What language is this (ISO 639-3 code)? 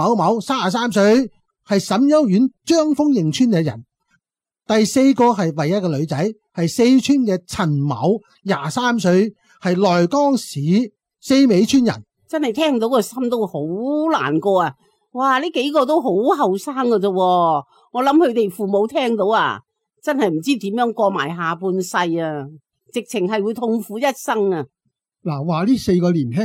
yue